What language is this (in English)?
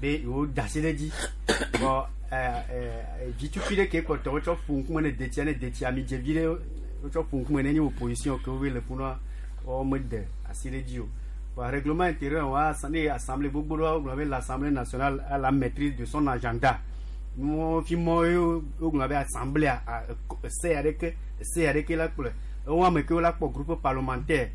Gen